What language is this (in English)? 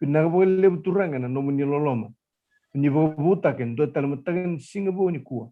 Fijian